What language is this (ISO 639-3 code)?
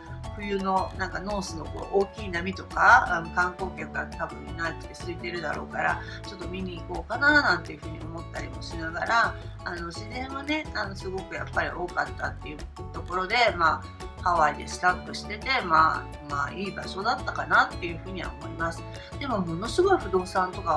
jpn